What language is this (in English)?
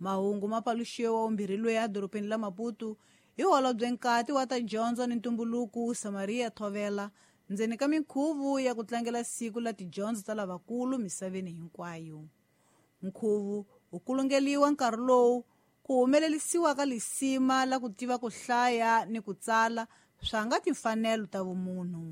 Tsonga